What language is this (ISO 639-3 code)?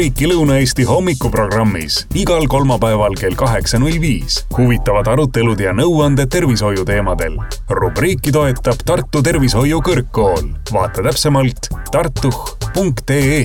est